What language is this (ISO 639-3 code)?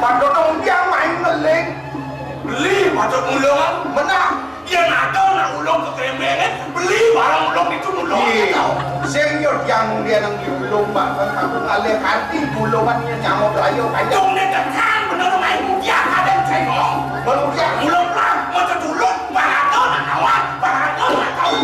ban